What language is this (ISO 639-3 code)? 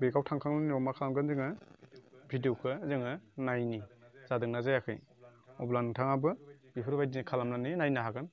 brx